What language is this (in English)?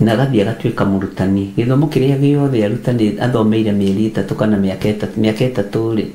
Kikuyu